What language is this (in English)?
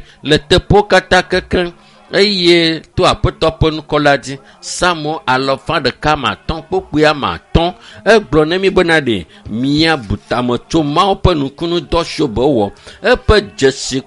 Ewe